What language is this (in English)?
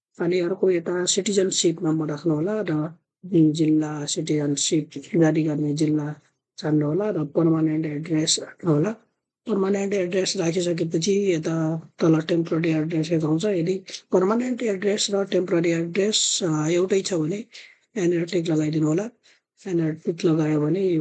Nepali